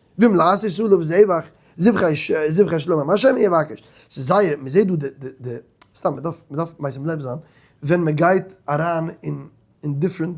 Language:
Yiddish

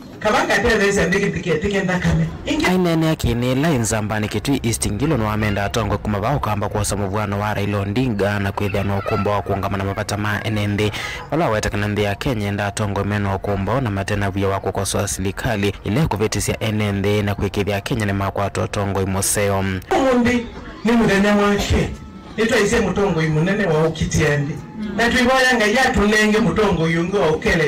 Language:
Kamba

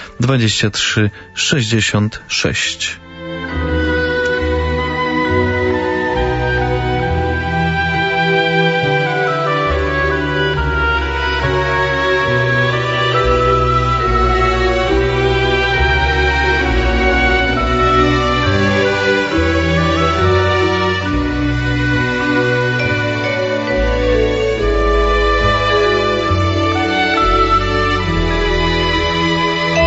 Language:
Polish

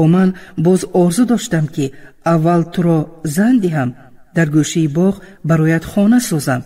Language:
Tajik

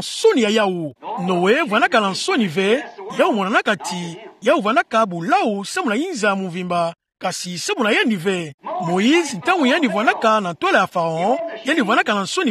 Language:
Kituba (Democratic Republic of Congo)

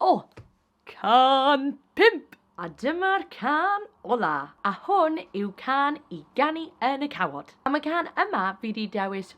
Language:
Welsh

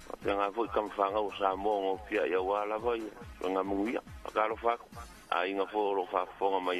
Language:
Samoan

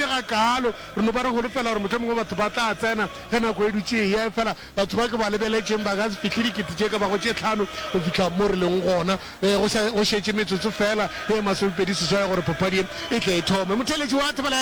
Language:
Northern Sotho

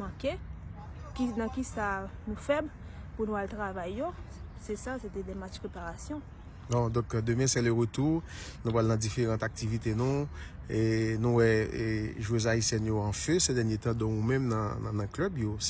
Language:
Haitian Creole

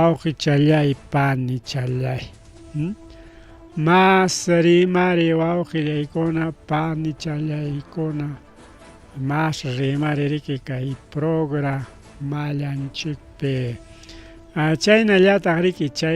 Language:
Ayacucho Quechua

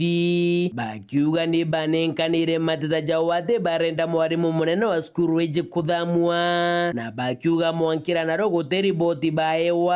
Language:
Meru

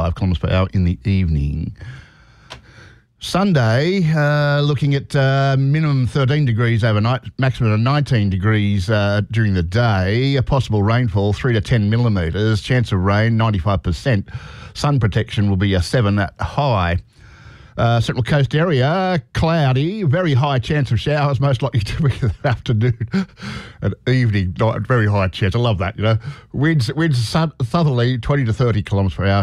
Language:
English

